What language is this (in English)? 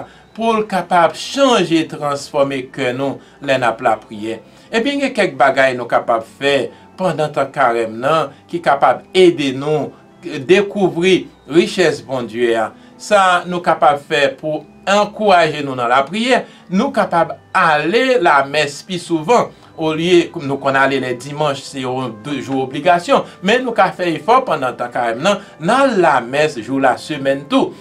Haitian Creole